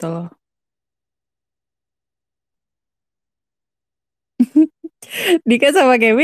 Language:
Indonesian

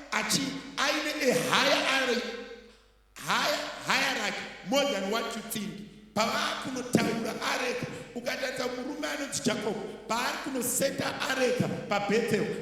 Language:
Shona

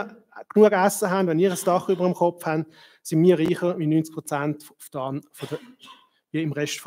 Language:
Swiss German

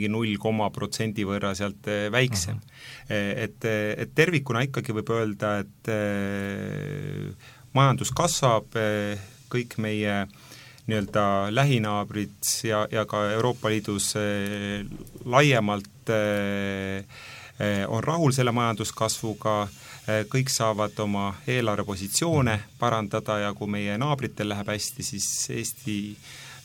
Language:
Estonian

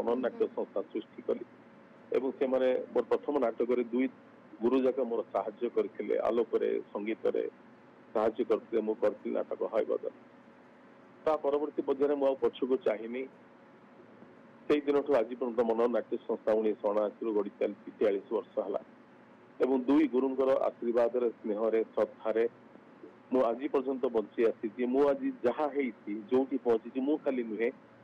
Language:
Odia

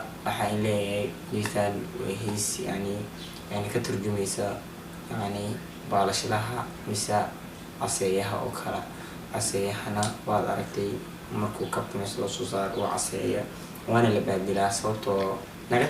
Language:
Somali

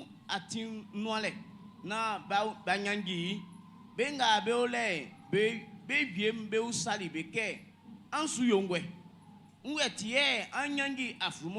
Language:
Baoulé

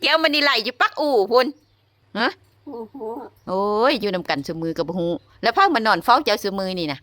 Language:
Lao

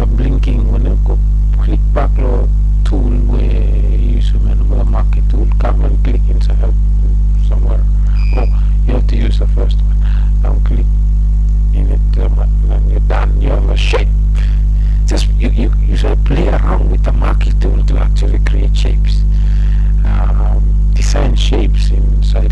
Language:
Bislama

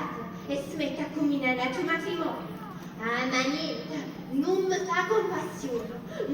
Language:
Neapolitan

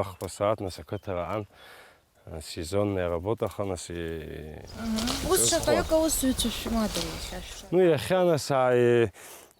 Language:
Abkhazian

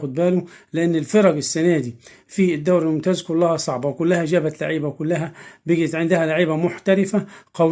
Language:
Egyptian Arabic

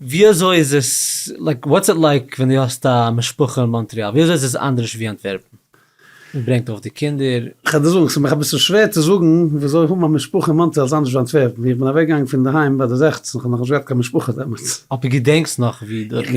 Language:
Yiddish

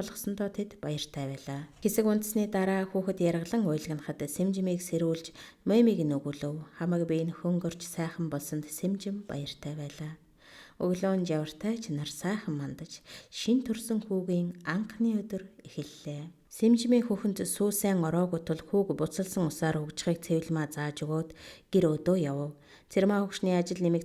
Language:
Mongolian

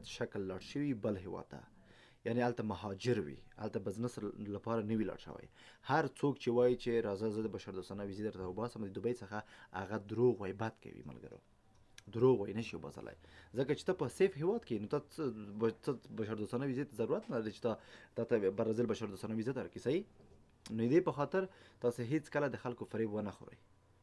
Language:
Pashto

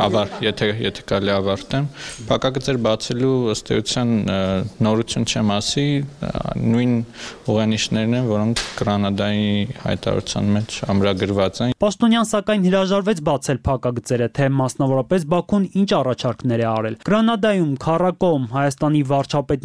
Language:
Armenian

